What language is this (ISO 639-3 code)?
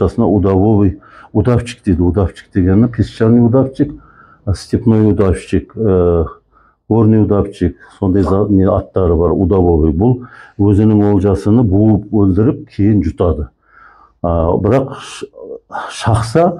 kaz